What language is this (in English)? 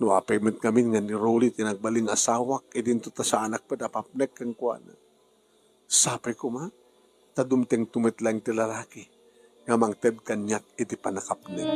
Iloko